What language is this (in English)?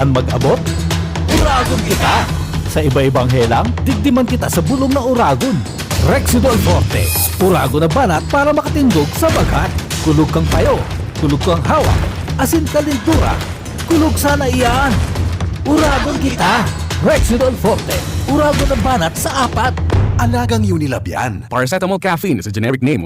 Bikol